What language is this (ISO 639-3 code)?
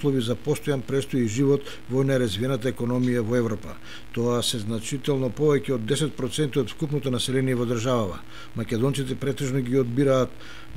mkd